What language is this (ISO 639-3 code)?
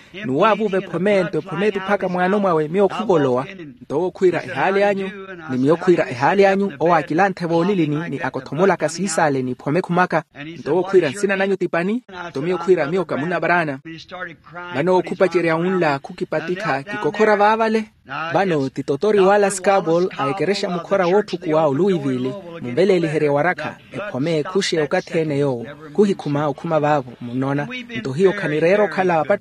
vmw